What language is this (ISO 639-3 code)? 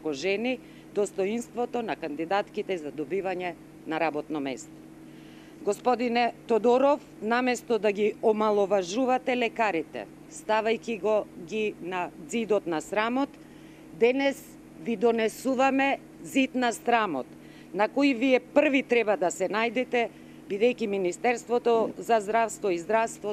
mkd